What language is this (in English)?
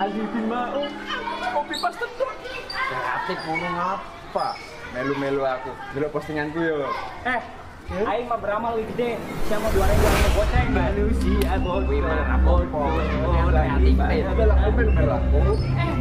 Betawi